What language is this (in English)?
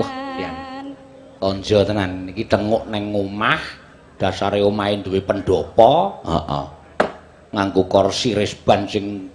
Javanese